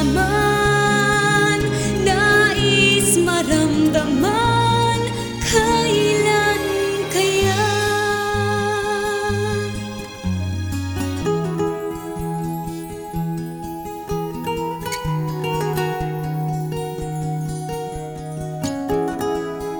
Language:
Filipino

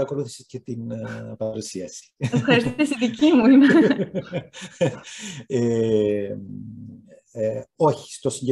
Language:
Greek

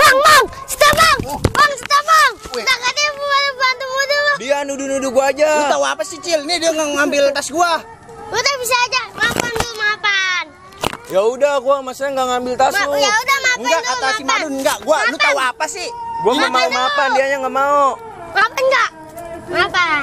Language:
Betawi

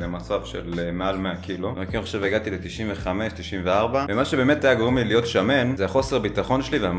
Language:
Hebrew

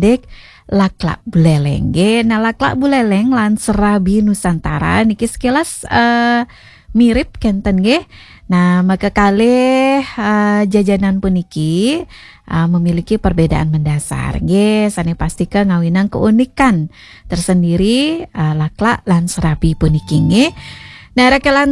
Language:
Balinese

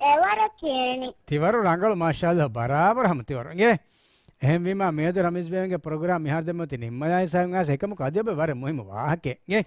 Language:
Divehi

